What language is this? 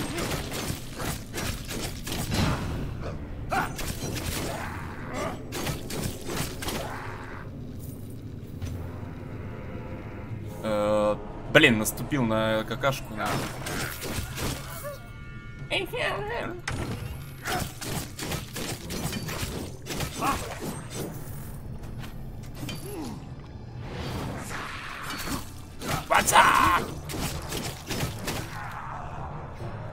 Russian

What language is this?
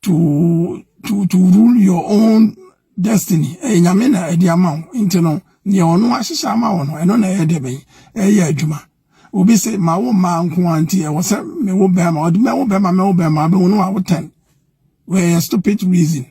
Akan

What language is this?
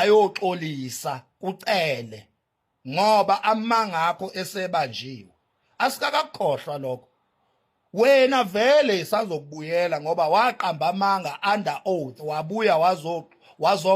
Zulu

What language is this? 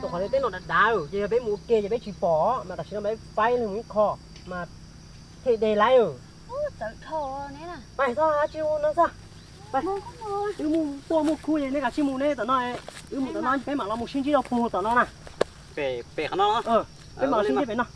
Hmong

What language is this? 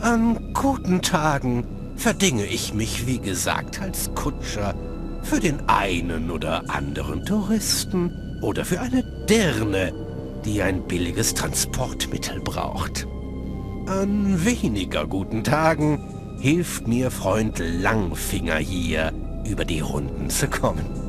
Bavarian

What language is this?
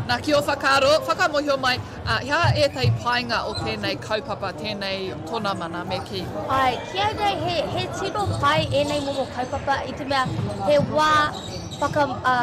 Māori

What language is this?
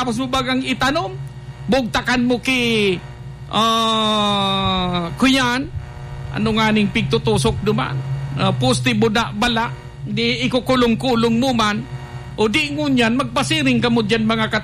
Bikol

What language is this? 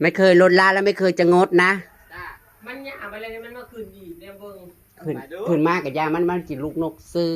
Northeastern Thai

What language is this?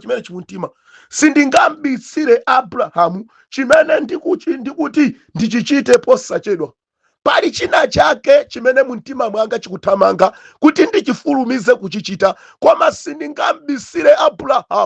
Nyanja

